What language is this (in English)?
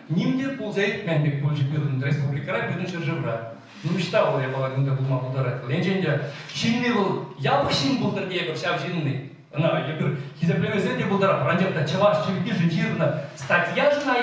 Chuvash